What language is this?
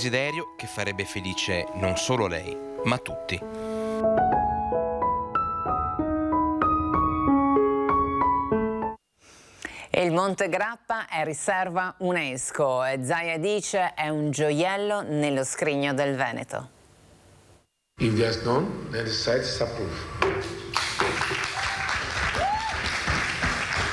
Italian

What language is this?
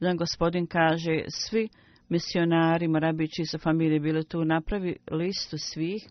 Bosnian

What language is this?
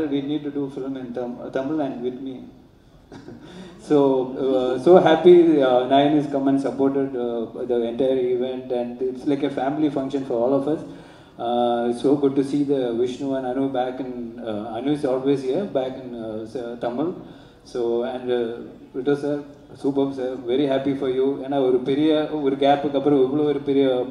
Tamil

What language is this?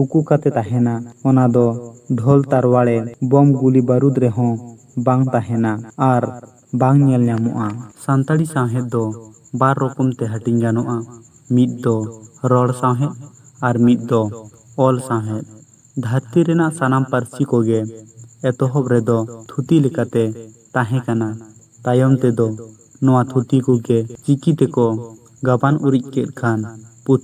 Santali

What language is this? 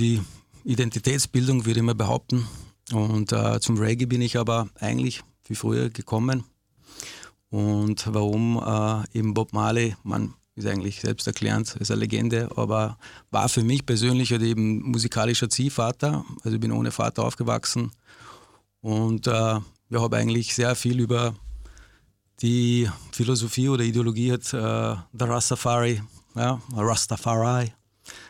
German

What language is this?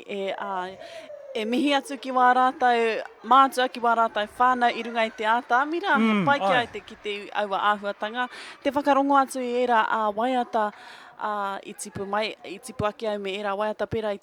Māori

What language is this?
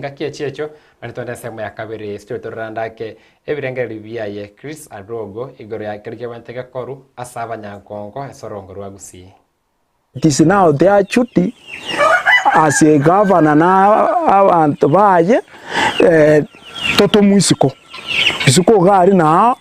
Gusii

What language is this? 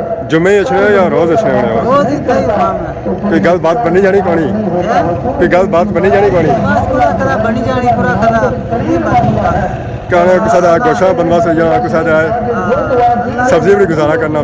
Pahari-Potwari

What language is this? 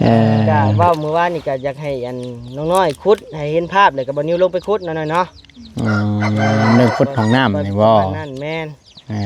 Lao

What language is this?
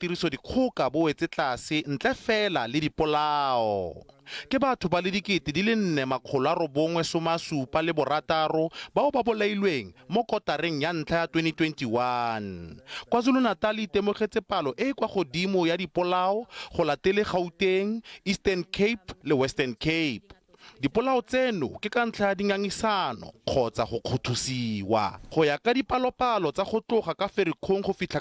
Tswana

